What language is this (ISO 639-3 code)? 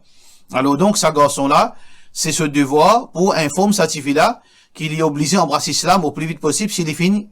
mfe